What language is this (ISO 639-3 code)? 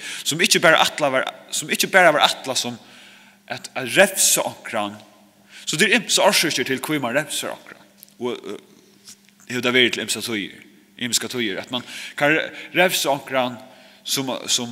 fao